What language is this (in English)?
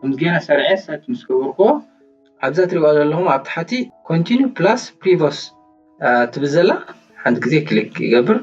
Tigrinya